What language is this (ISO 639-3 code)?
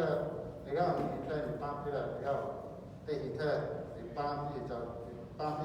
lhu